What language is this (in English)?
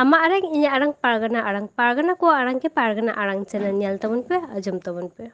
Santali